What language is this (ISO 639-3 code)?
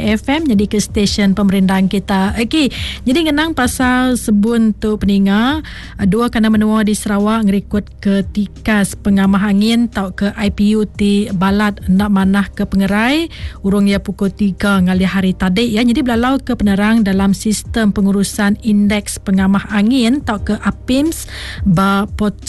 iba